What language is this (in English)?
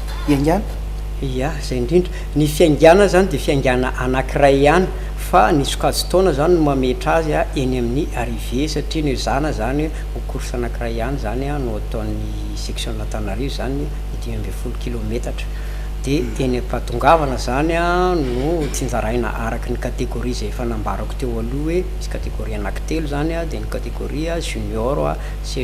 Malagasy